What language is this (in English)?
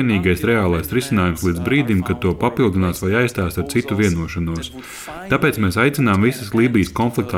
Latvian